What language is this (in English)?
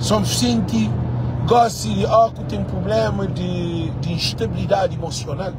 Kabuverdianu